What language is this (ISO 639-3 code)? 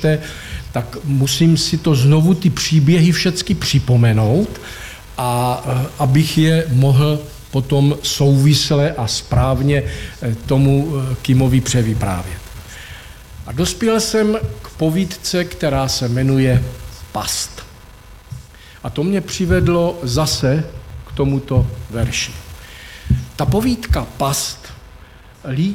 ces